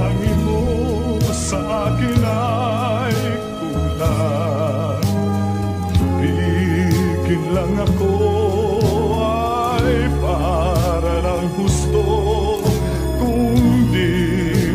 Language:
Filipino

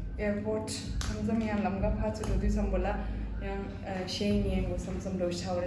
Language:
Tibetan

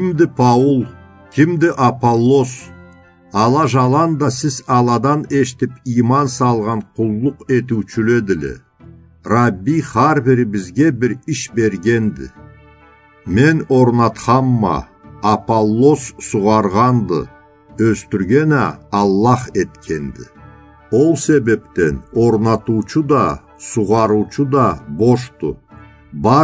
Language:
Karachay-Balkar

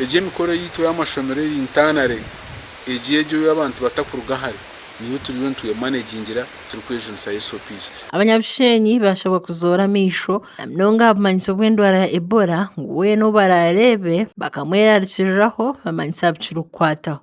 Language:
Nyankole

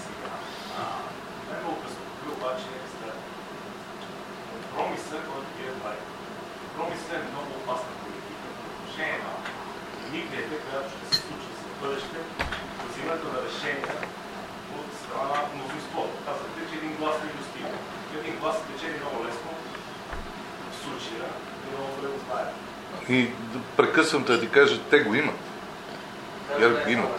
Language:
Bulgarian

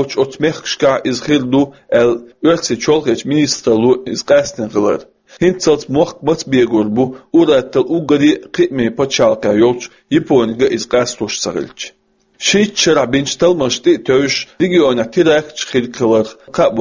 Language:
Chechen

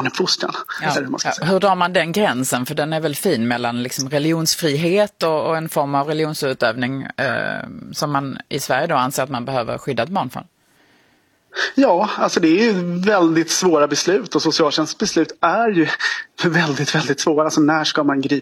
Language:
Swedish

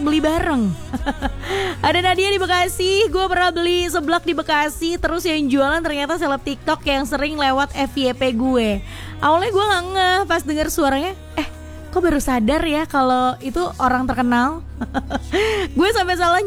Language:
Indonesian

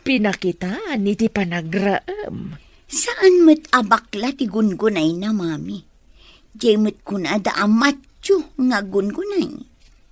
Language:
Iloko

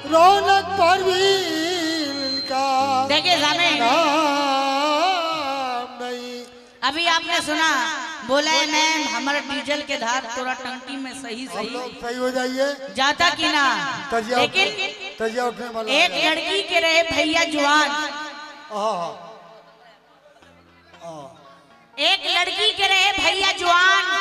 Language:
Bhojpuri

